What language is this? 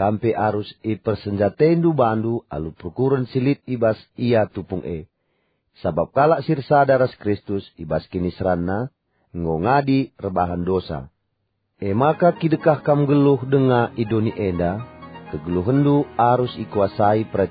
Batak Karo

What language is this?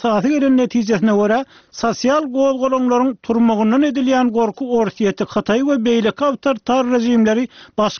Turkmen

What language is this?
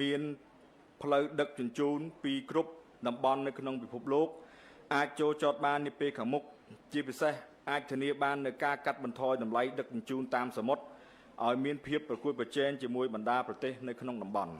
Khmer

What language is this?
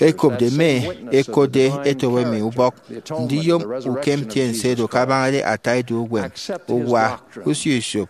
Efik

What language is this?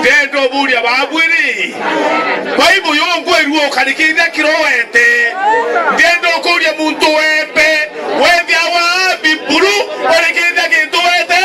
Meru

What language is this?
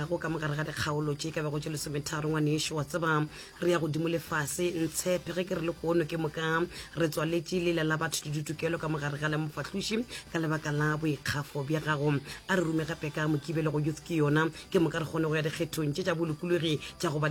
Northern Sotho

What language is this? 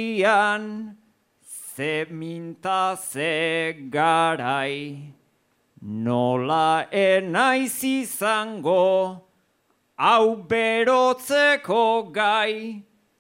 Basque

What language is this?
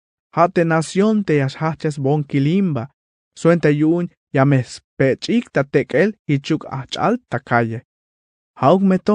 Tzeltal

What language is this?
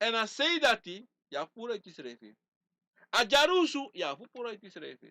Sranan Tongo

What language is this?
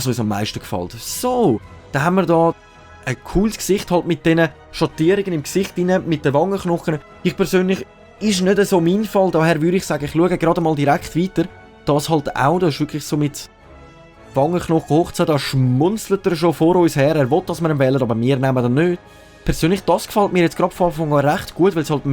Swiss German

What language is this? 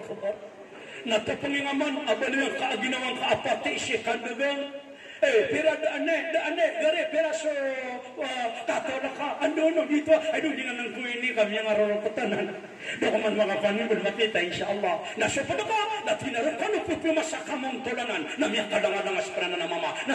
Maranao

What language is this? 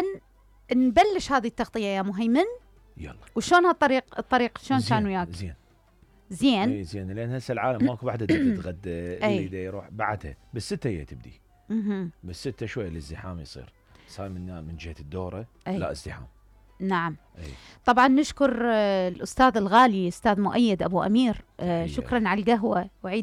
Mesopotamian Arabic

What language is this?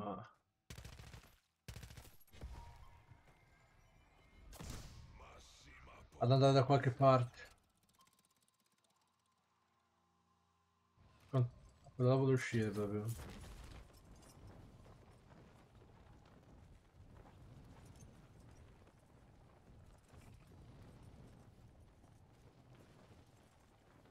Italian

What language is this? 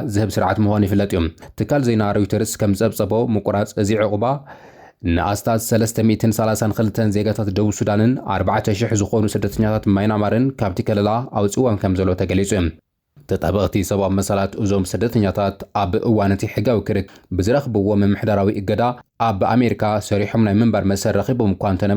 Tigrinya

